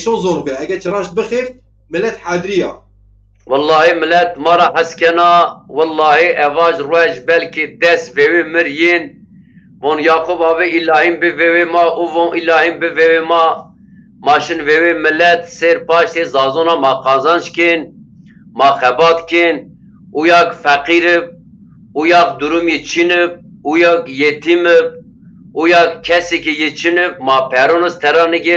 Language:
Zaza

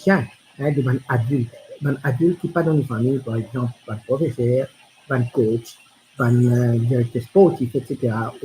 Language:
Morisyen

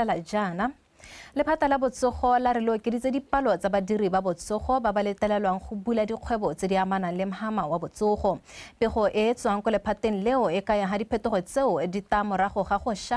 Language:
Tswana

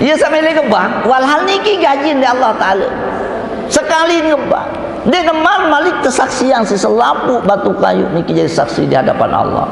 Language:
Sasak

